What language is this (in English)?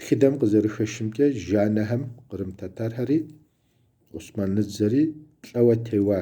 Kabardian